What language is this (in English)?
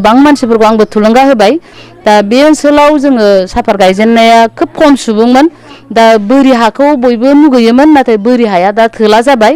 Bodo